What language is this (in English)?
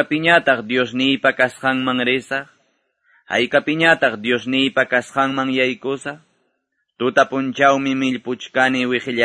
Quechua